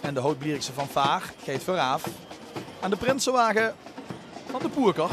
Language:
Limburgish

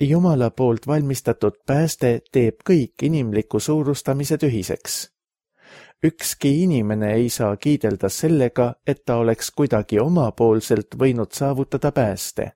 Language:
Estonian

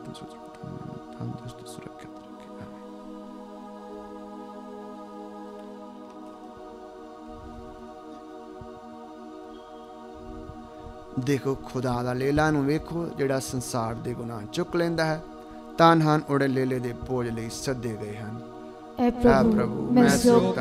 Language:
Punjabi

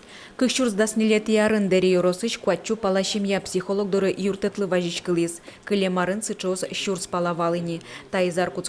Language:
Udmurt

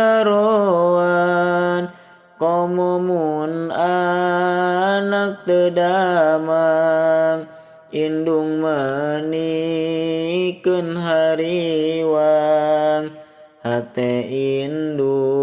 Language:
Sundanese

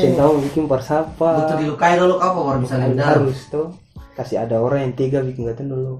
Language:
Ambonese Malay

